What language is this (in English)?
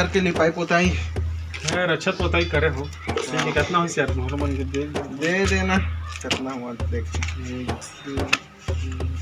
Chhattisgarhi